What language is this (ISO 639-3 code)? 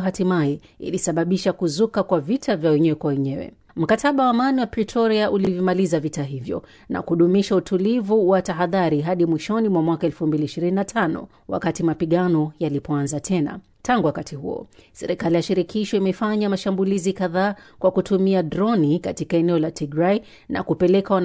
swa